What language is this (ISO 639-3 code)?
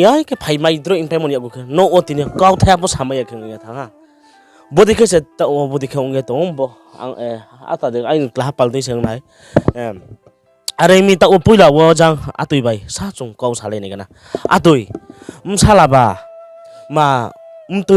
ria